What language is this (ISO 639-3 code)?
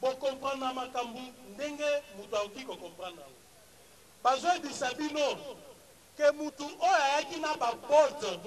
lin